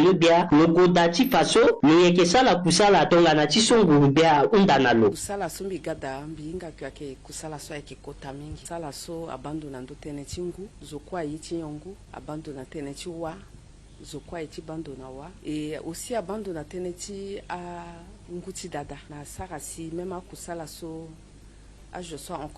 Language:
Sango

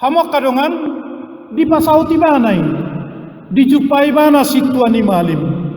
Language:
Batak Toba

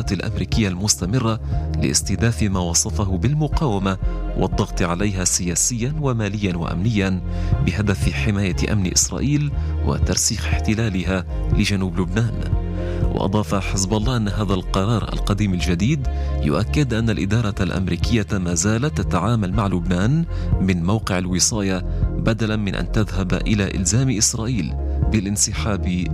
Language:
Arabic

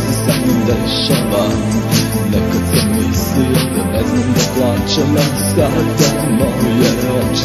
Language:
Serbian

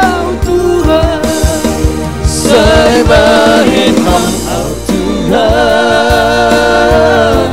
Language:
Batak Simalungun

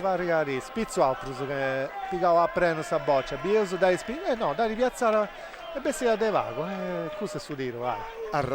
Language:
Sardinian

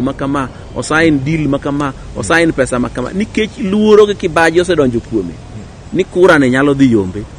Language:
Luo (Kenya and Tanzania)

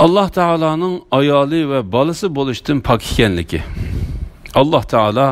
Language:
Uyghur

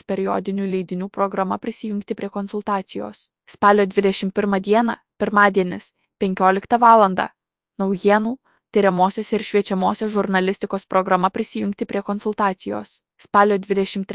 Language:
Lithuanian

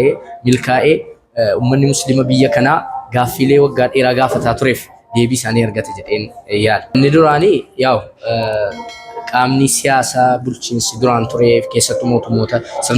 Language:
Oromo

